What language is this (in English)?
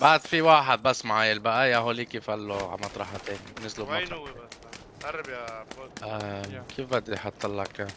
North Levantine Arabic